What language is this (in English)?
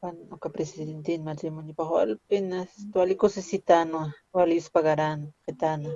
Aymara